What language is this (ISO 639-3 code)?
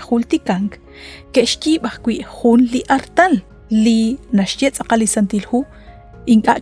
kek